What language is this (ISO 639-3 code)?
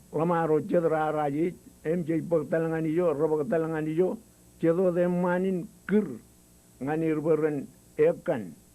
mah